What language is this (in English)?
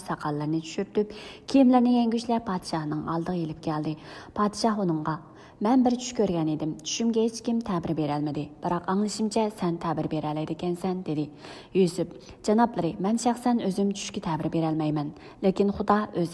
Uyghur